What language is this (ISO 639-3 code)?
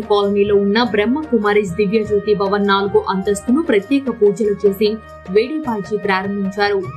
tel